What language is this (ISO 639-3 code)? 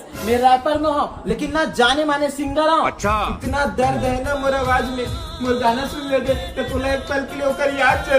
hne